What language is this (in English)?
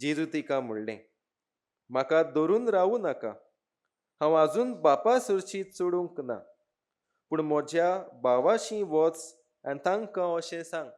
Konkani